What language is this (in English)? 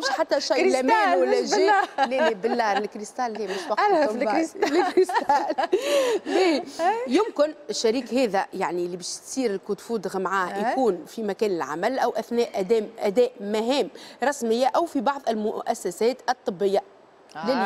Tunisian Arabic